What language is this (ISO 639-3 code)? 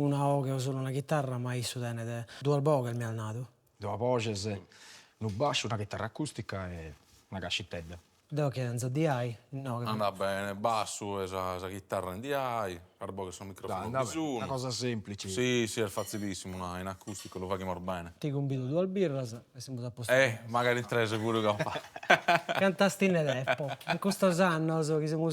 srd